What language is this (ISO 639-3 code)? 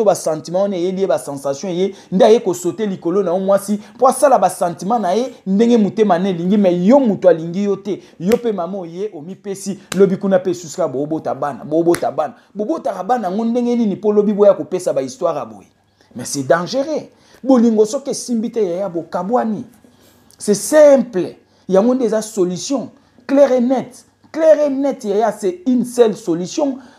lin